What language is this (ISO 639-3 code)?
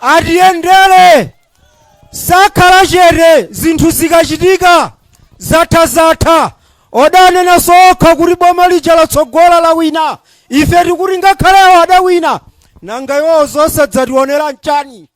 nya